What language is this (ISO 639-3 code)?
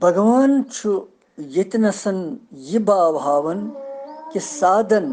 kas